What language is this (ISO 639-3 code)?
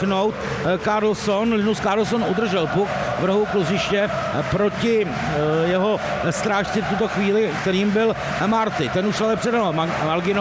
ces